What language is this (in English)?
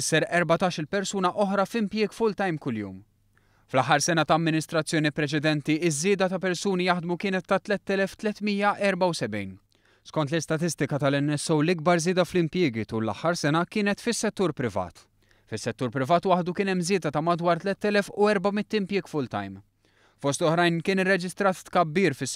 Maltese